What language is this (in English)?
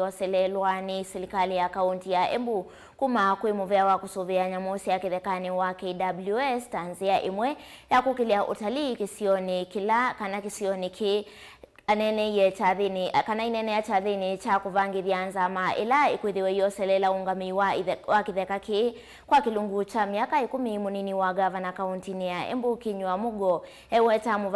Kamba